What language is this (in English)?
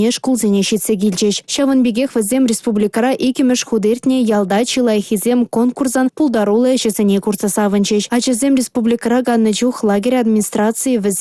Chuvash